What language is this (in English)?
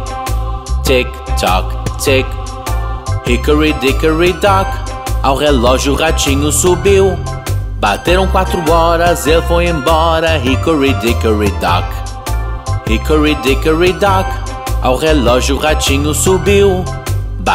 Portuguese